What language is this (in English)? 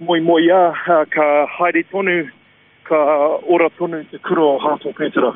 Māori